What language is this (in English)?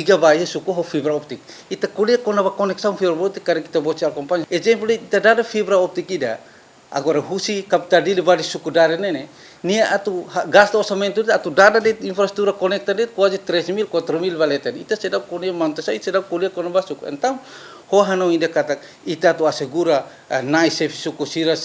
Tetum